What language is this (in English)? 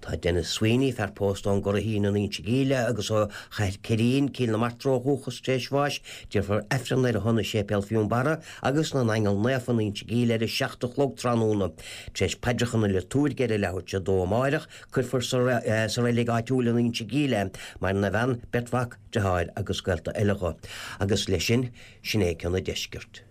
Irish